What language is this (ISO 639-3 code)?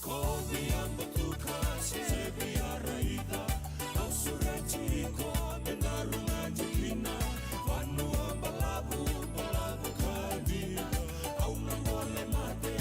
fij